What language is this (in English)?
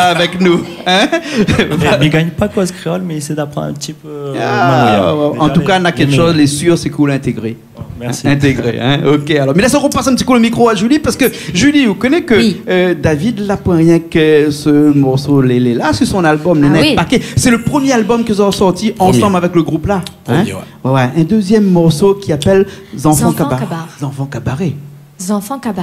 Réunion Creole French